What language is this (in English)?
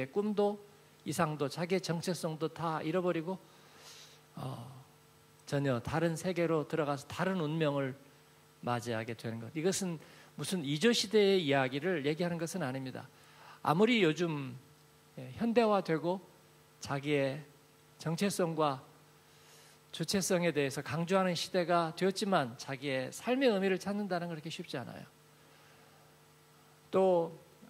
Korean